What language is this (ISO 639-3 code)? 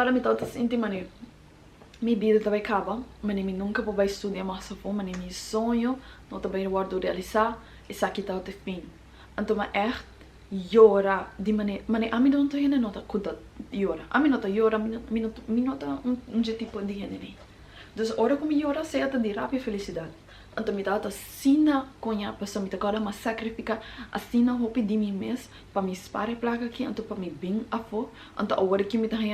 pap